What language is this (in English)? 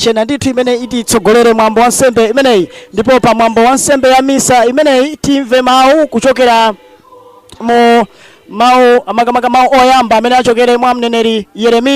Nyanja